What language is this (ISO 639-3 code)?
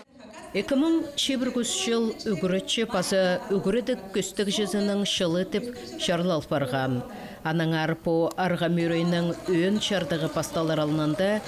kjh